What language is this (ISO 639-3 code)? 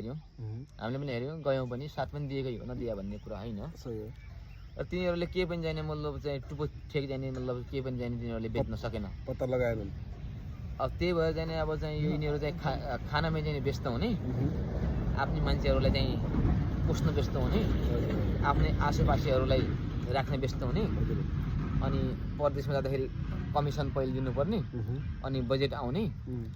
nep